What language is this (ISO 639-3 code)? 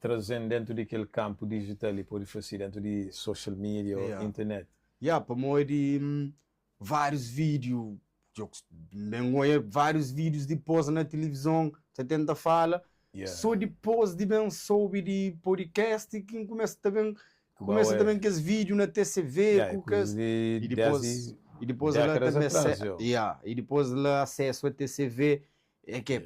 kea